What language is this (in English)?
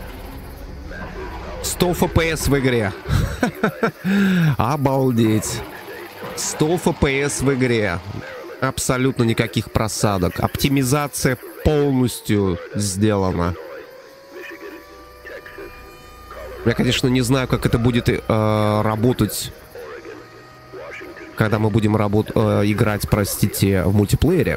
Russian